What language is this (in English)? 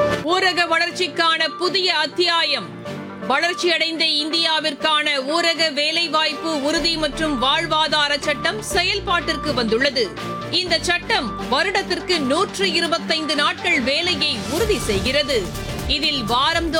Tamil